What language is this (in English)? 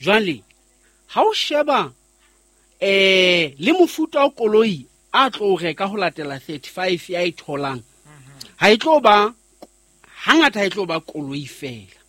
Southern Sotho